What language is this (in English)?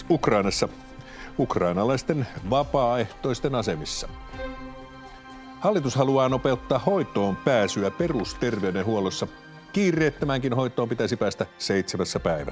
Finnish